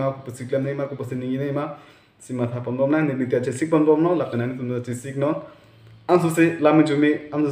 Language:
Karbi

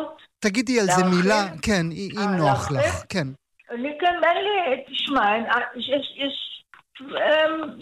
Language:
Hebrew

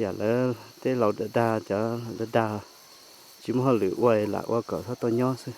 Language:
Hmong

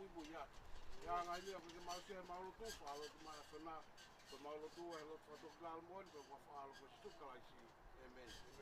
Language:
Tongan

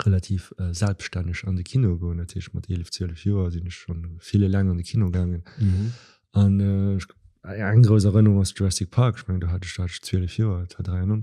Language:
Luxembourgish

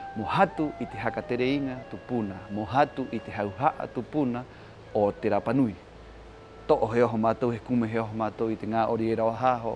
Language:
Rapanui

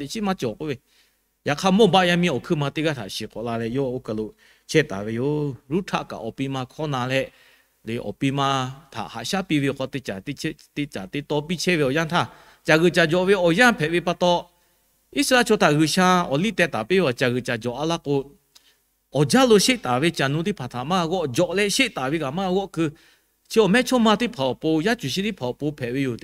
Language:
Lahu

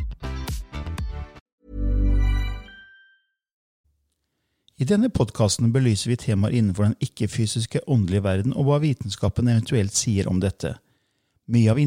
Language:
Norwegian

